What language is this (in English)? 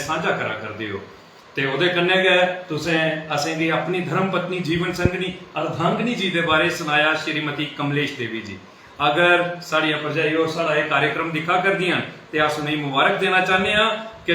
Dogri